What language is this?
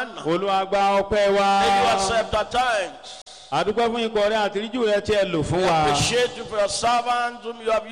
Yoruba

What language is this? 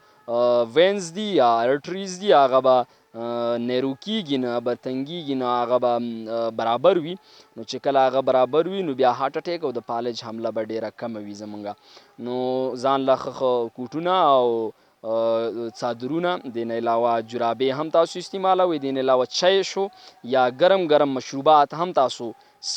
Pashto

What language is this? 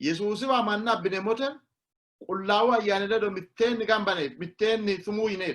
Sidamo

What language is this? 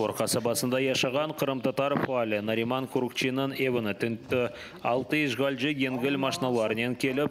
Crimean Tatar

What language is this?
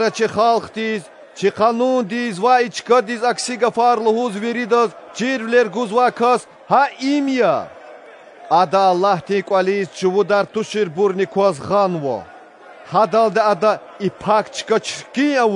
Lezghian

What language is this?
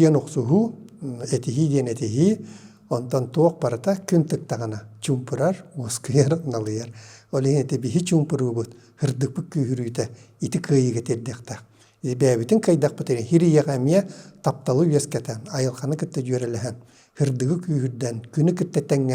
Yakut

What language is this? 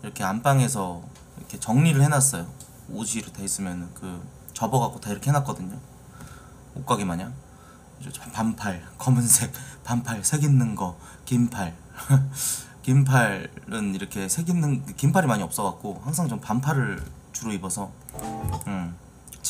Korean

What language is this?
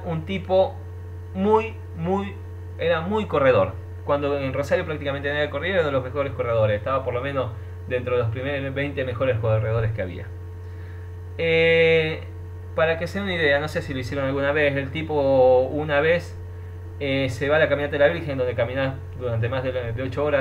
Spanish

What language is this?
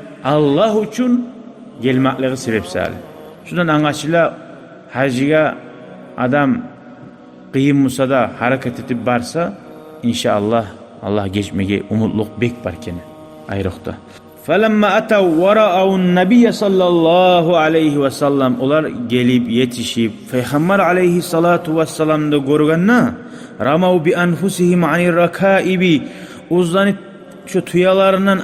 Kumyk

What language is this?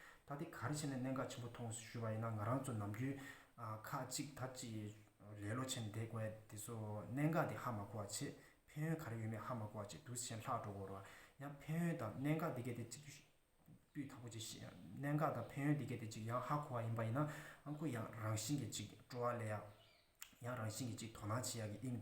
Tibetan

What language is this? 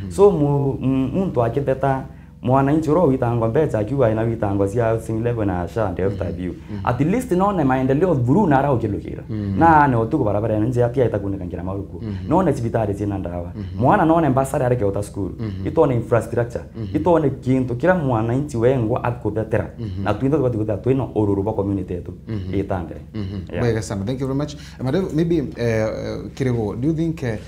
Meru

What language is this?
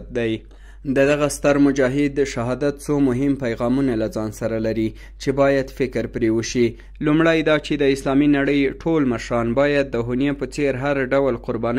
Pashto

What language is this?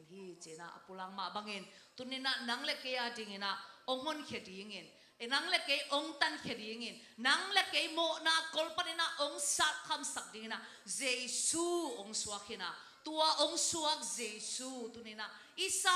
Tedim Chin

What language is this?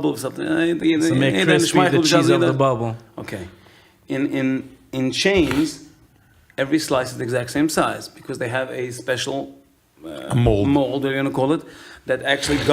Yiddish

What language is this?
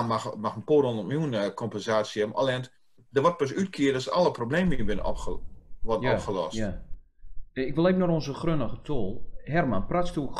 Gronings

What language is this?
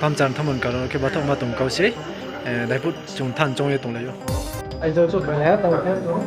Riang (India)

